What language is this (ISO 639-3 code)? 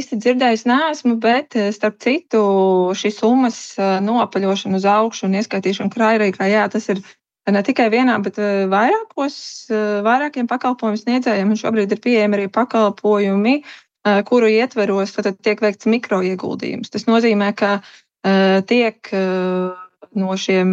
lav